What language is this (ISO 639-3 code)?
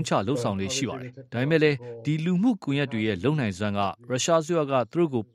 mya